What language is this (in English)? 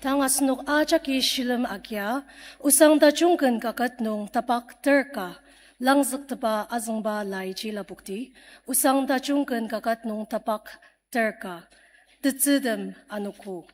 Ao Naga